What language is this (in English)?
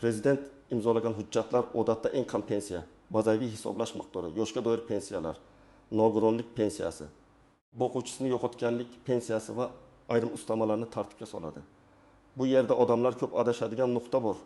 Uzbek